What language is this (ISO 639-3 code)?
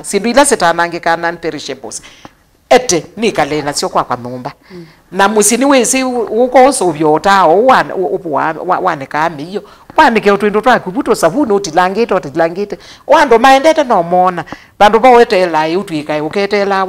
kam